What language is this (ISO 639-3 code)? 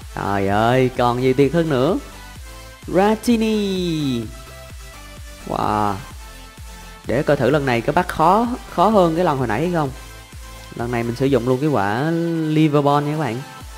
vie